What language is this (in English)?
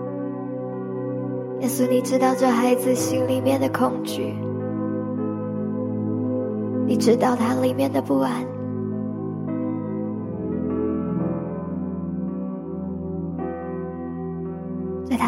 Chinese